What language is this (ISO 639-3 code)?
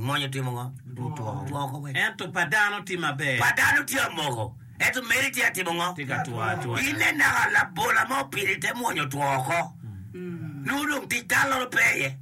ach